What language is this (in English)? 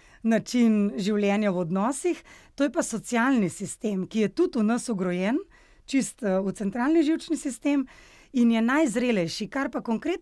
Slovenian